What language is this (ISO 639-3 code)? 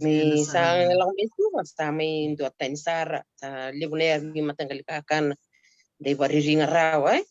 fij